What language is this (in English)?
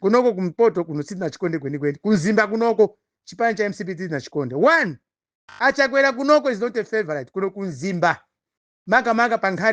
Nyanja